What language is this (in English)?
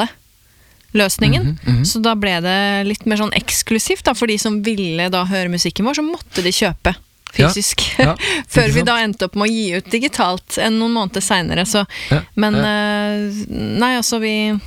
Norwegian